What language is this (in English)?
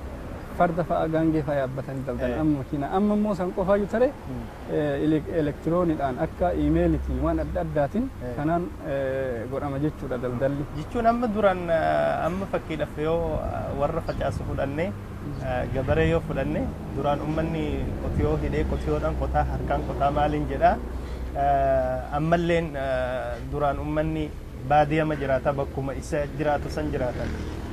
Oromo